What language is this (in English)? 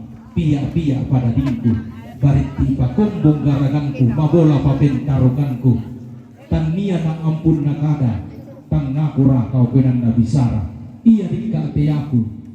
Toraja-Sa'dan